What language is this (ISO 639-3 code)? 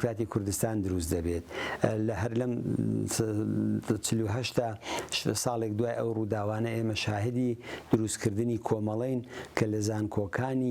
ckb